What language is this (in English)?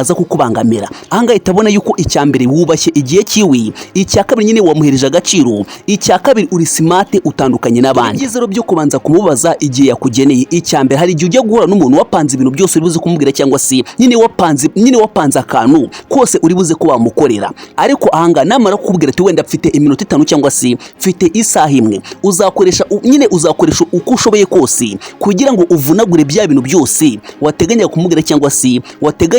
Kinyarwanda